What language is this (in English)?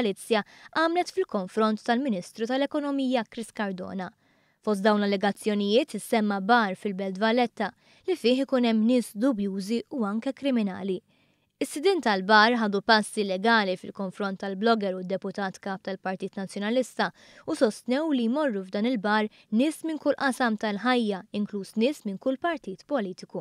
Maltese